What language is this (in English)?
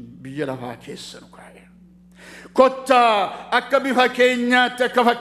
Oromo